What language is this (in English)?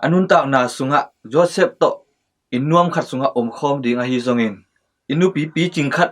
Tedim Chin